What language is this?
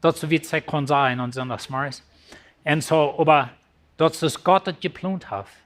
Plautdietsch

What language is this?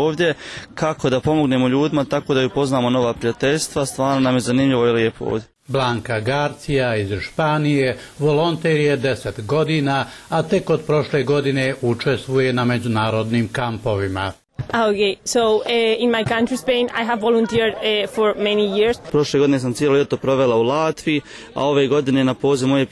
Bosnian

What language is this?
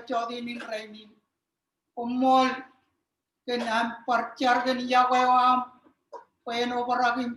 Marshallese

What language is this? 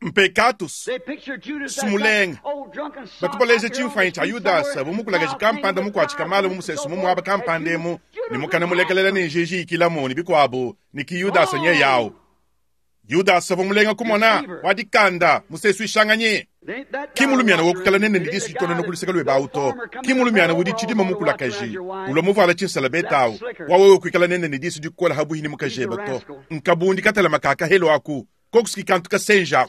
Luba-Lulua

